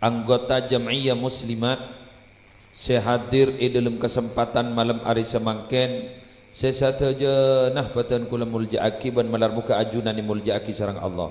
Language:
Madurese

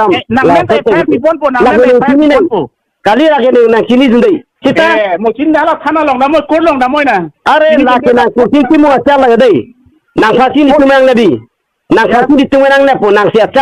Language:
Karbi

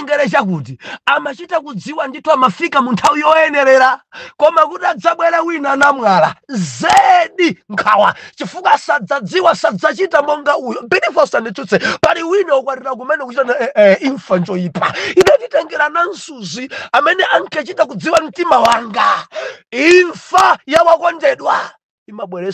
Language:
Nyanja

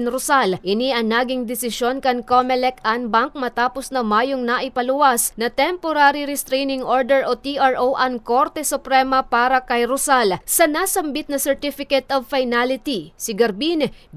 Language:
Bikol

